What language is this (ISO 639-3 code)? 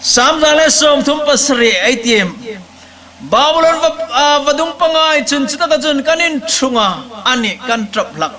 hmr